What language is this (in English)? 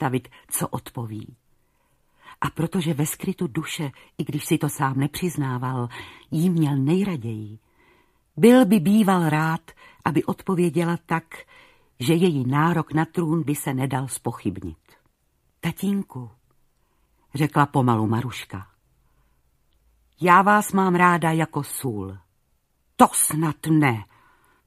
Czech